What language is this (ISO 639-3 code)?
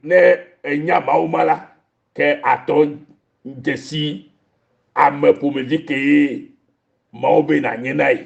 ewe